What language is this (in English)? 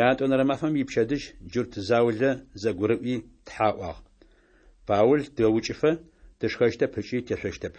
Adyghe